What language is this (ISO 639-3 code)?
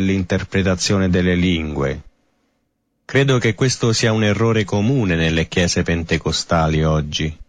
ita